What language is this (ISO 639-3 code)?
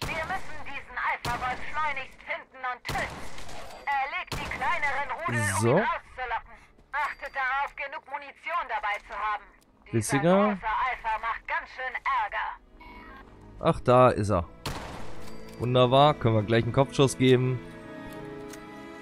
deu